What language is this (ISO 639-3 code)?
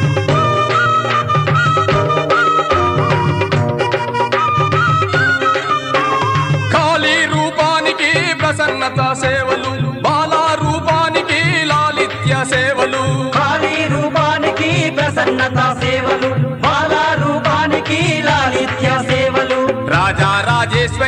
tel